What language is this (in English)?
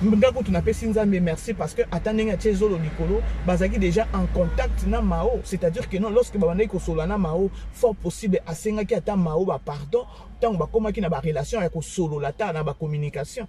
Lingala